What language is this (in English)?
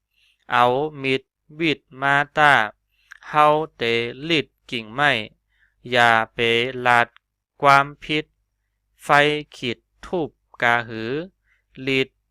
Shan